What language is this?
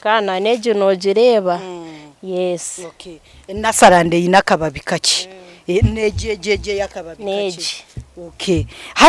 Nyankole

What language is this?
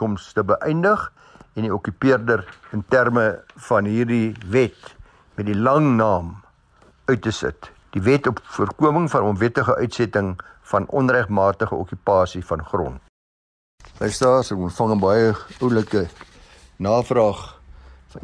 Afrikaans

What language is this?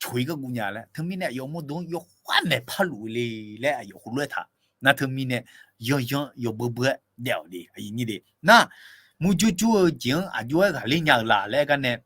Akha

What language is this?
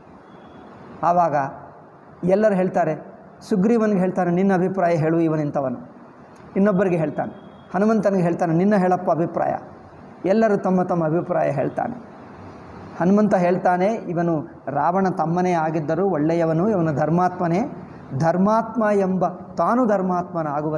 Kannada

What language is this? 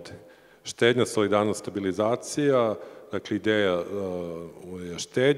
Serbian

